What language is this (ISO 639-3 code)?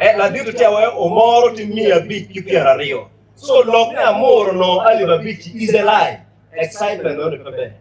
ach